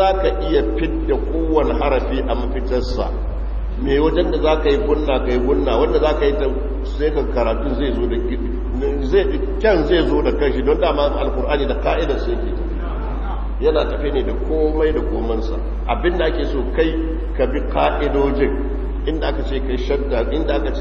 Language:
Hausa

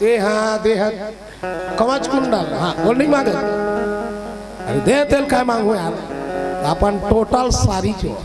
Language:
Chhattisgarhi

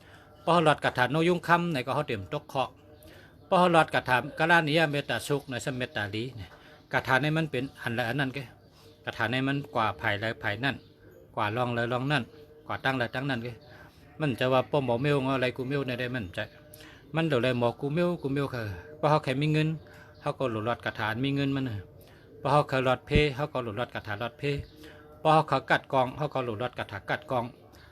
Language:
Shan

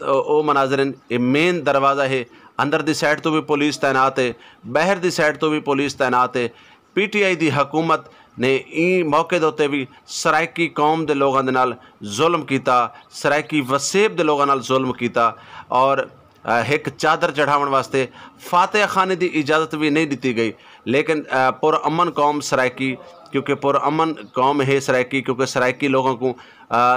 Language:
Saraiki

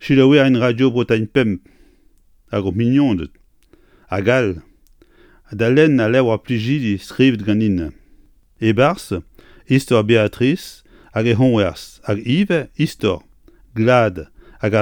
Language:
Breton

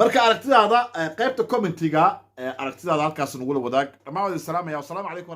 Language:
Somali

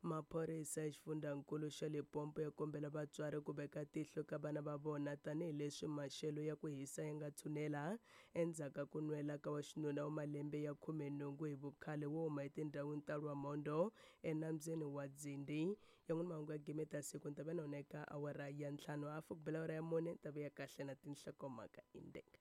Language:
Tsonga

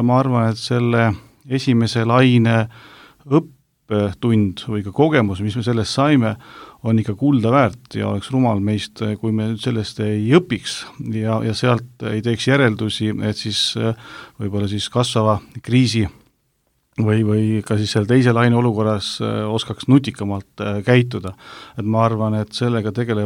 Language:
Estonian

